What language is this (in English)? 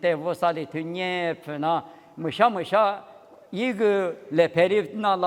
Lisu